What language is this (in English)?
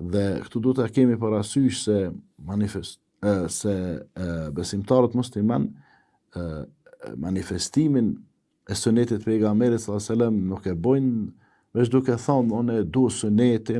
Albanian